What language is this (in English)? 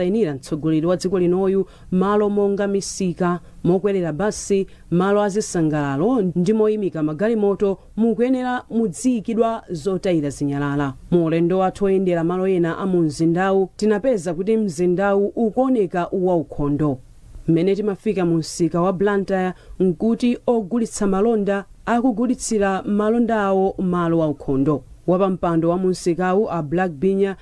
Nyanja